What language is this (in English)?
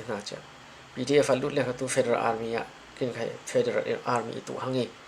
Falam Chin